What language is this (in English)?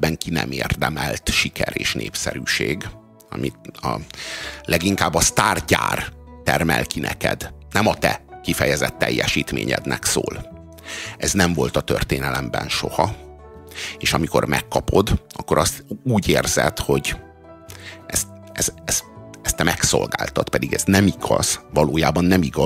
Hungarian